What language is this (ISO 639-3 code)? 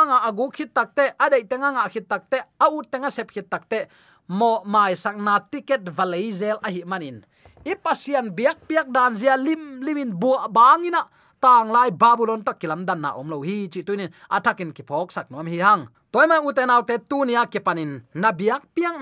ctd